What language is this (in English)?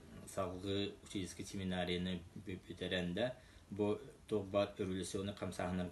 Yakut